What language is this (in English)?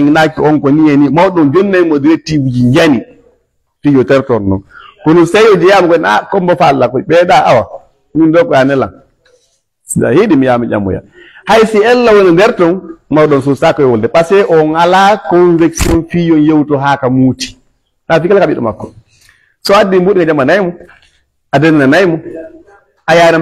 Fula